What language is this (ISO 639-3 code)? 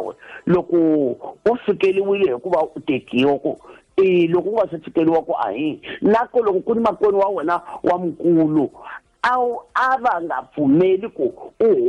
tso